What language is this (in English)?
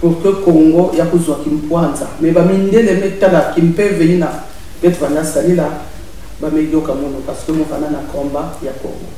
Kituba (Congo)